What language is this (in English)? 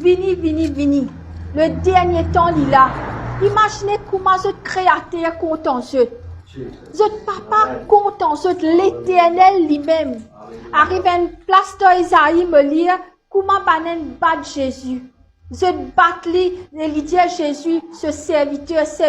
Morisyen